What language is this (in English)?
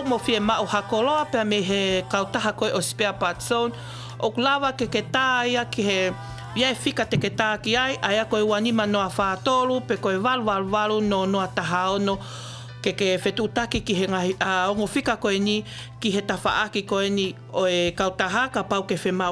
Tongan